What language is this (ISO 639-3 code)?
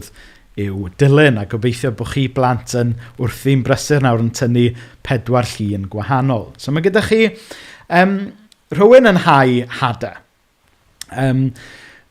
cym